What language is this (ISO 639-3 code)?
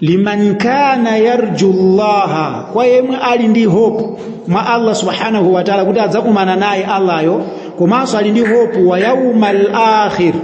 nya